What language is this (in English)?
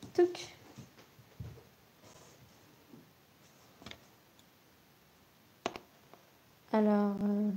French